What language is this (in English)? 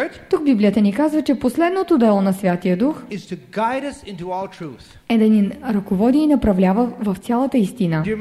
Bulgarian